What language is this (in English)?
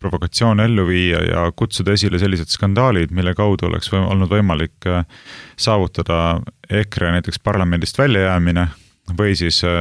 Estonian